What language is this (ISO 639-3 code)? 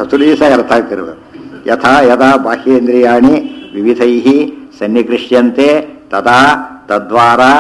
kan